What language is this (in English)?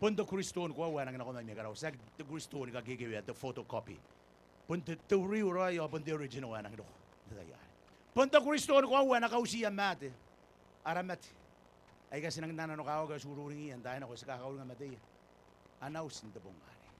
Gilbertese